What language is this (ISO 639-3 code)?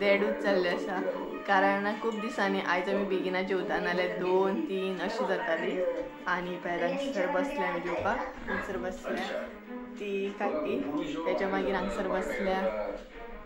kok